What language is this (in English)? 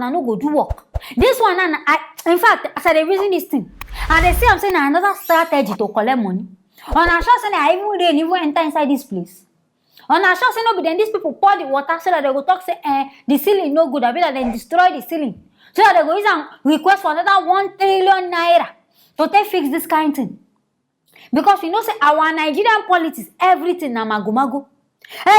Nigerian Pidgin